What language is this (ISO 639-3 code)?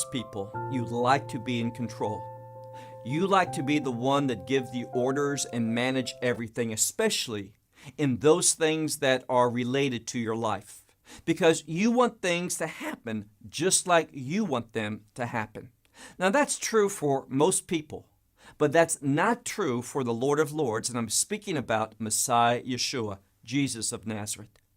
eng